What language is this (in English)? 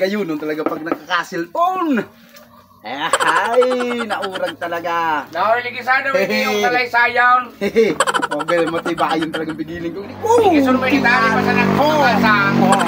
Bikol